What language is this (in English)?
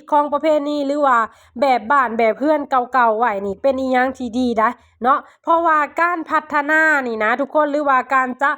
Lao